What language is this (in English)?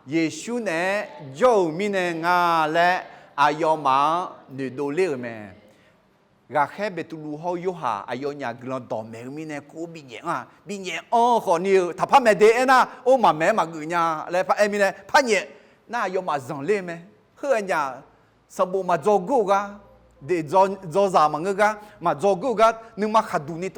Akha